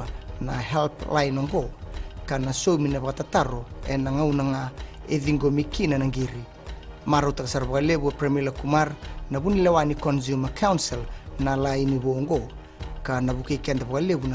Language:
Fijian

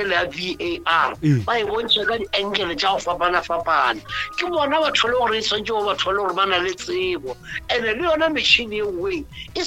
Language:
Northern Sotho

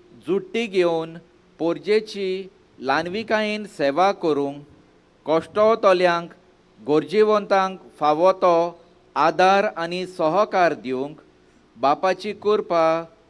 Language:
Konkani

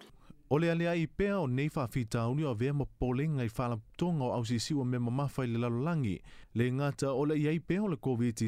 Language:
Samoan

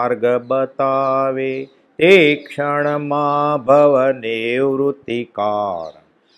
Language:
Gujarati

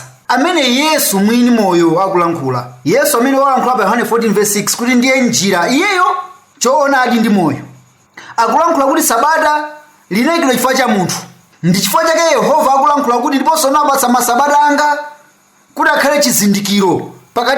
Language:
Nyanja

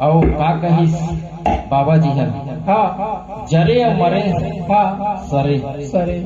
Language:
Chhattisgarhi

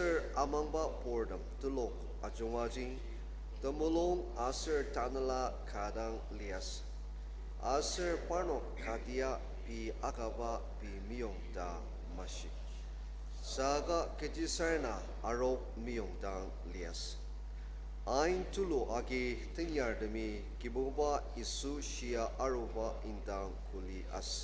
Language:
Ao Naga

